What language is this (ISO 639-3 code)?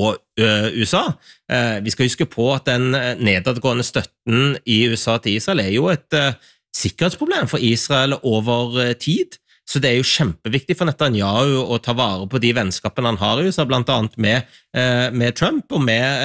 nor